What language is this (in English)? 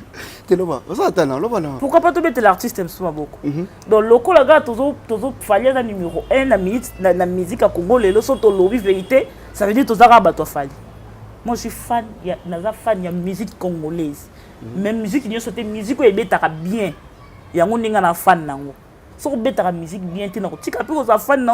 Lingala